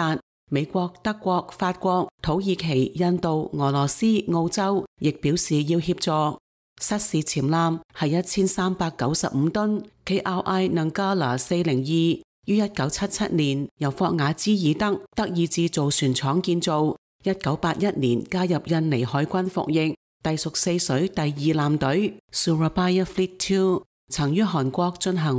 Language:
Cantonese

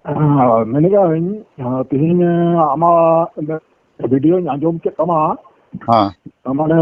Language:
Santali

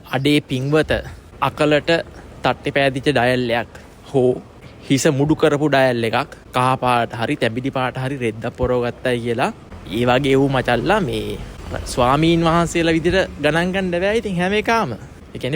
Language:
Sinhala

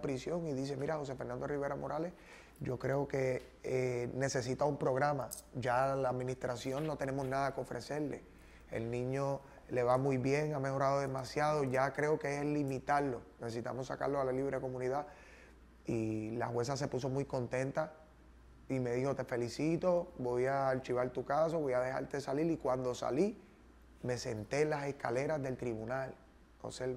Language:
Spanish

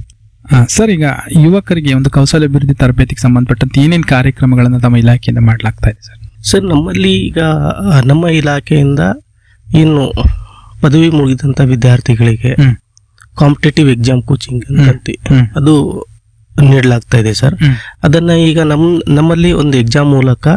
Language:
Kannada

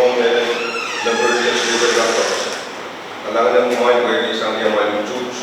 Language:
Pohnpeian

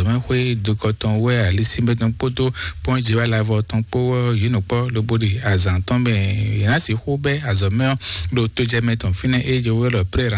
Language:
Fon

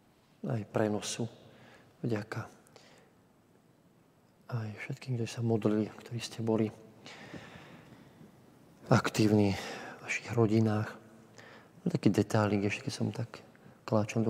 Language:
Slovak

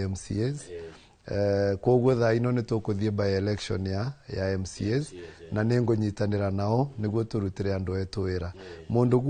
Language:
Kikuyu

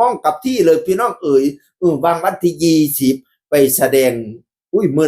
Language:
Northeastern Thai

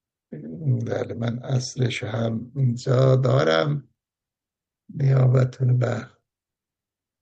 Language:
Persian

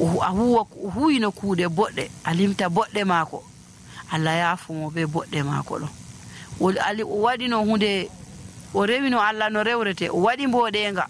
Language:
Nigerian Fulfulde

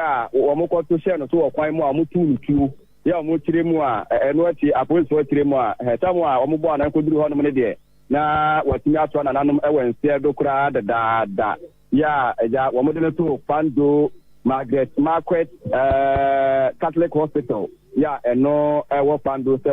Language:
Akan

